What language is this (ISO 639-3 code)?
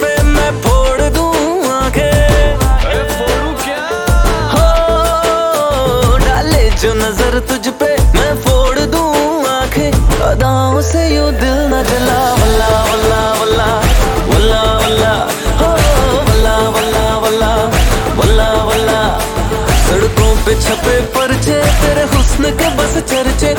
hin